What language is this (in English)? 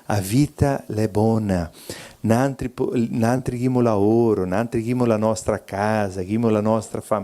Venetian